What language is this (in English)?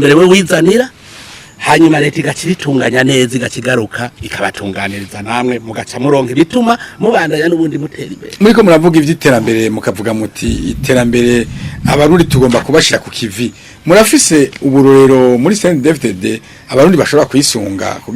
Rundi